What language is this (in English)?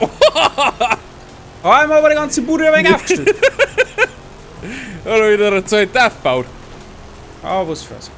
Bavarian